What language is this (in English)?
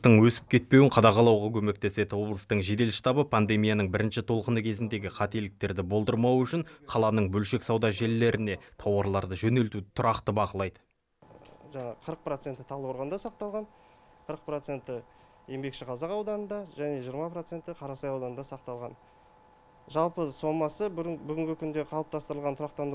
Kazakh